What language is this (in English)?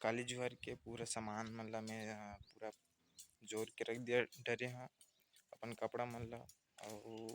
Chhattisgarhi